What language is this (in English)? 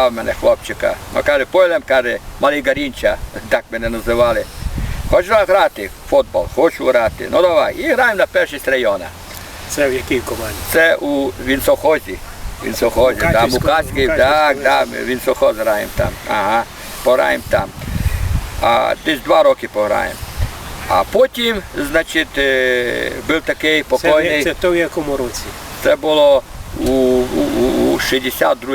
Rusyn